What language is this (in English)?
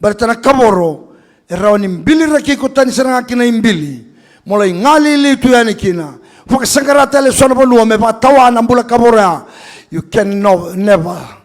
Fijian